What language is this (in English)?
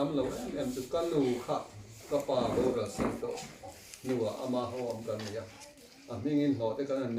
Mizo